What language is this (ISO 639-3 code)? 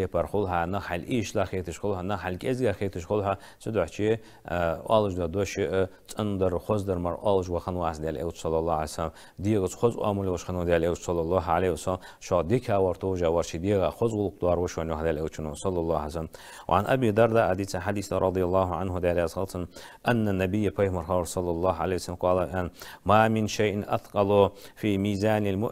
inh